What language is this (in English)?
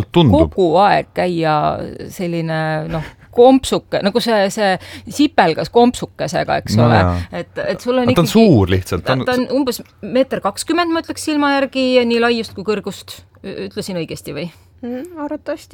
Estonian